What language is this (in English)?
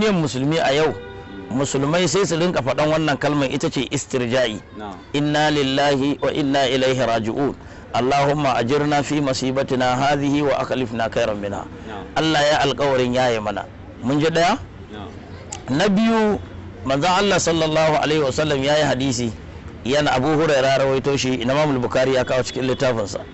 Hausa